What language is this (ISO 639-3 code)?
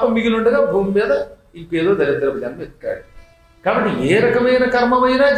tel